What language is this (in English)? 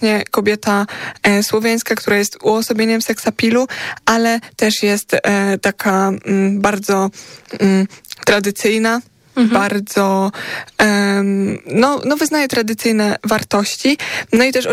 Polish